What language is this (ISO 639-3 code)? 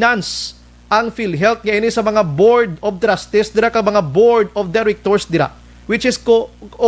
hil